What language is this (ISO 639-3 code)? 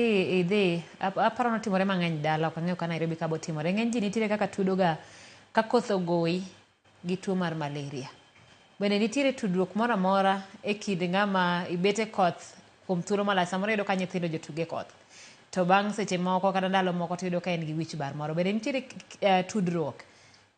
luo